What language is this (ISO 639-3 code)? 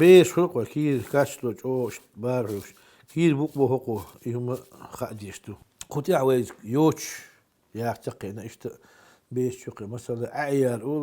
che